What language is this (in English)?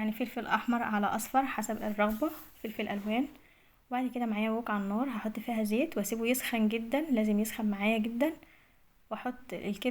Egyptian Arabic